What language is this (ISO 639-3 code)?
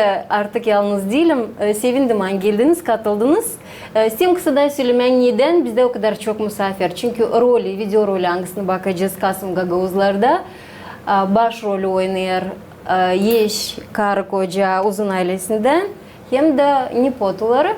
gag